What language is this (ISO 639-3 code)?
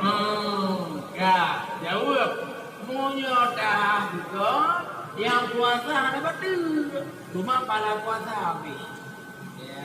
ace